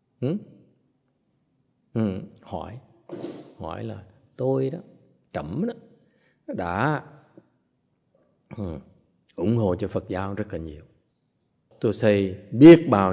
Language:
Vietnamese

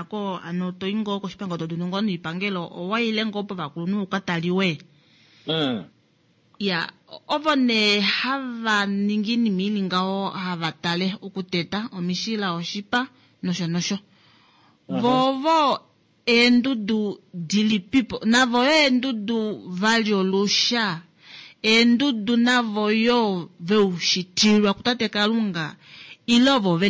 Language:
Kuanyama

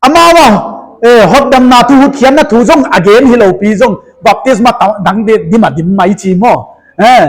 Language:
Paite Chin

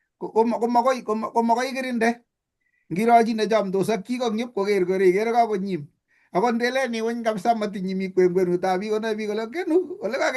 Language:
Kalenjin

